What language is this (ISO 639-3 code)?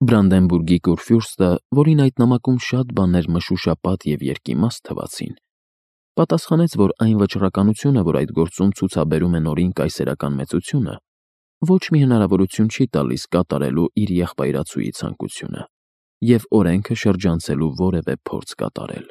hye